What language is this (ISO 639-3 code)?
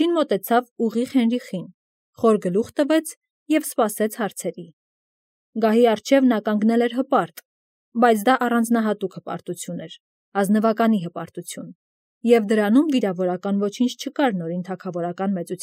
hye